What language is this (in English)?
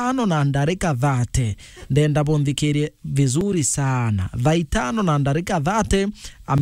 Meru